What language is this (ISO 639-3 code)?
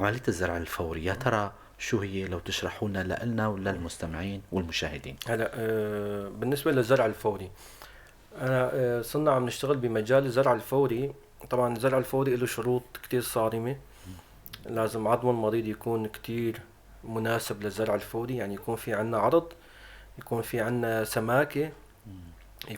apc